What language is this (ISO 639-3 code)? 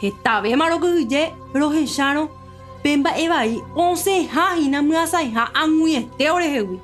grn